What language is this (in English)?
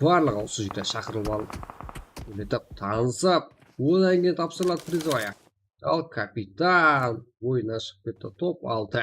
Kara-Kalpak